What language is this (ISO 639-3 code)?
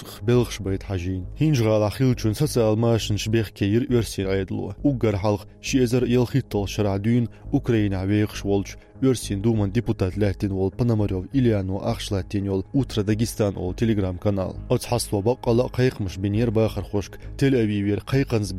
che